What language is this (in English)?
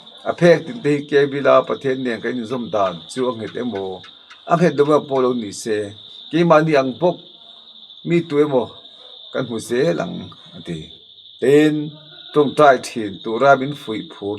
Mizo